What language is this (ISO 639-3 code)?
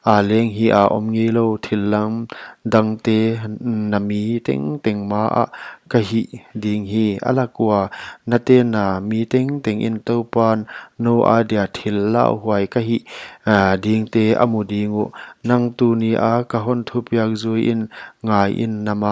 pck